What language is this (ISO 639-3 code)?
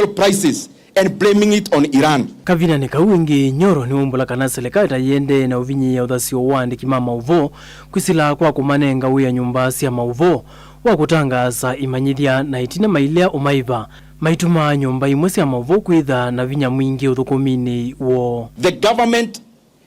kam